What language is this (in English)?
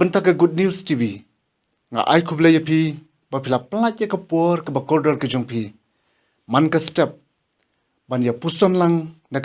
Khasi